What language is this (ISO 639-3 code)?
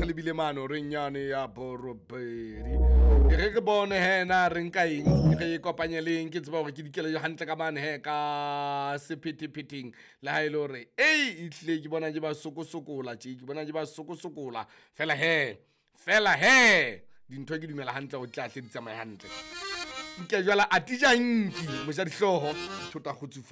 sot